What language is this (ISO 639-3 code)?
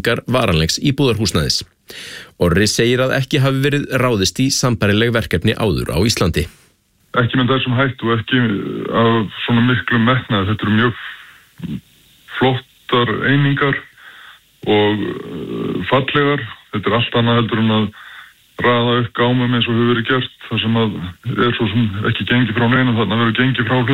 isl